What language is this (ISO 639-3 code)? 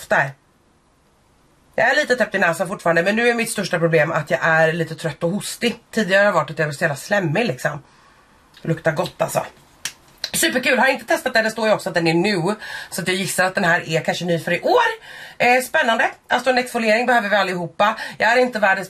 swe